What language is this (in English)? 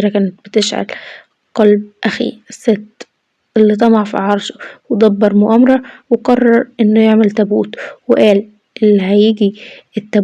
Egyptian Arabic